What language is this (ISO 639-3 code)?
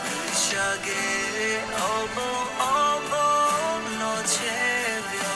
lhu